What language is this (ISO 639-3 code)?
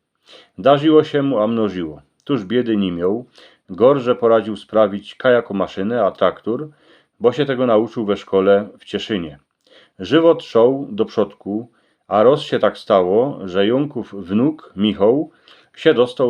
szl